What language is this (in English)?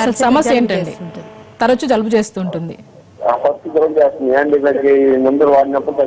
Telugu